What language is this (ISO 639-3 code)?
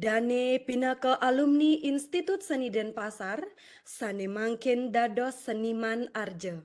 ban